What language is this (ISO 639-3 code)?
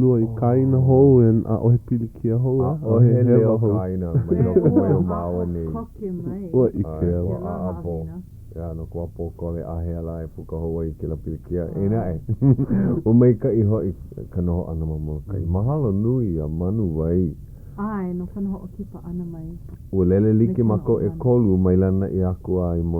haw